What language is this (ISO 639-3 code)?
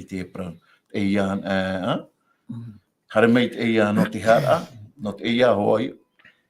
tah